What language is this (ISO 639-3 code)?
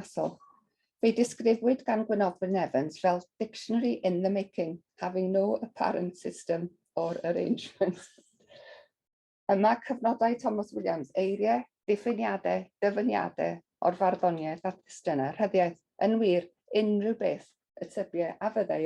cym